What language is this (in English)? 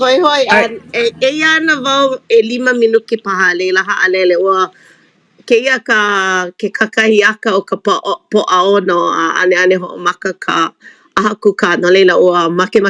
Hawaiian